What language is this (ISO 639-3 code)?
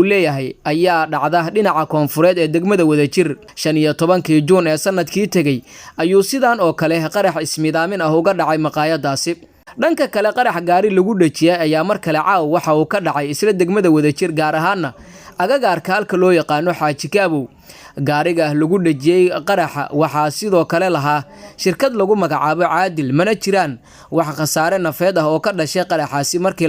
som